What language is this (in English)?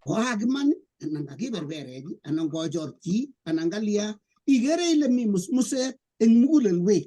Kalenjin